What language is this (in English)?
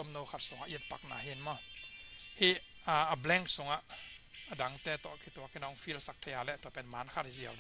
Tedim Chin